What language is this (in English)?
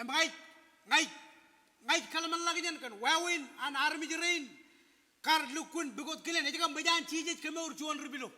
Marshallese